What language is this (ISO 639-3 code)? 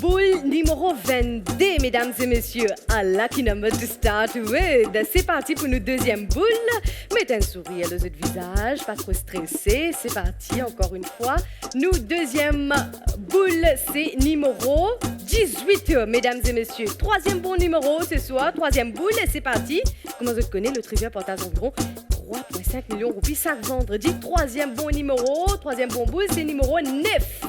mfe